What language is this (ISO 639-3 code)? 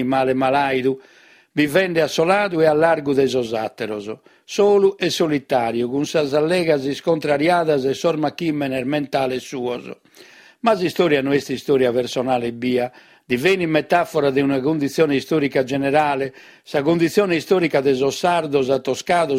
srd